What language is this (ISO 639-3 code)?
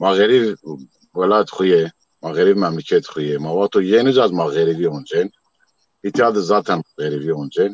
zza